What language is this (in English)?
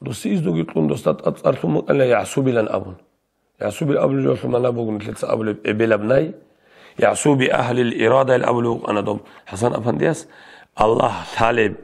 Avaric